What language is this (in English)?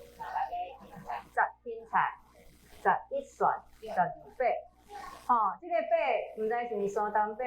Min Nan Chinese